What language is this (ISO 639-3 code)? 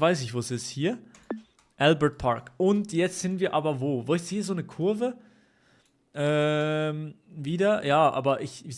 gsw